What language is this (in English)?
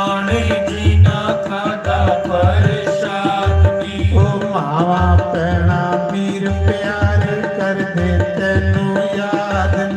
Dogri